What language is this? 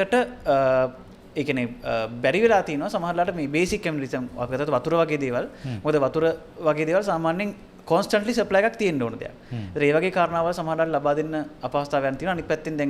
Sinhala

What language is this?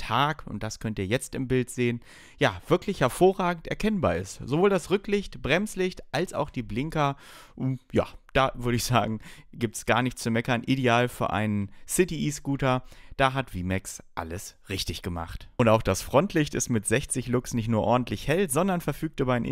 German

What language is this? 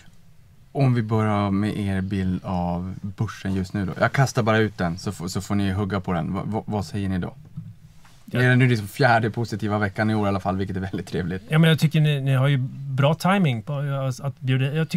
Swedish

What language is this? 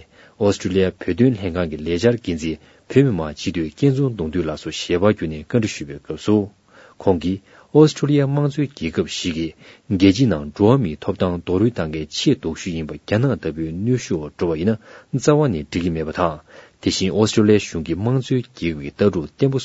Tibetan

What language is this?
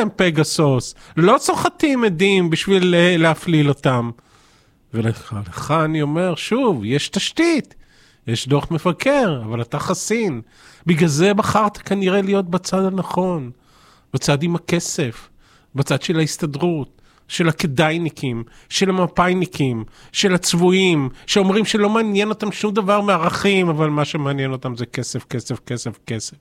Hebrew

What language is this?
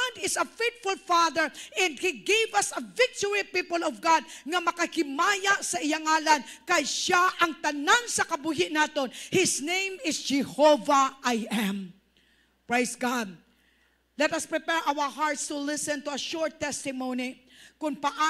Hiligaynon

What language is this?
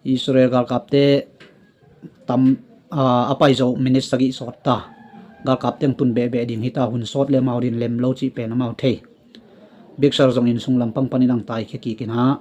Tedim Chin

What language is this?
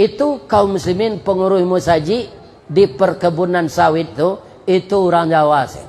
Minangkabau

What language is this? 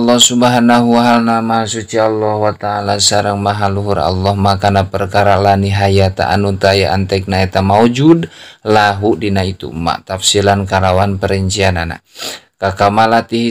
Sundanese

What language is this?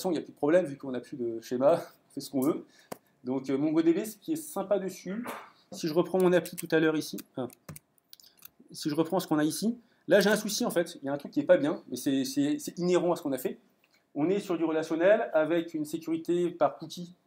French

